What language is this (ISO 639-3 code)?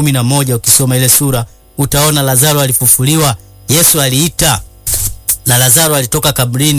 swa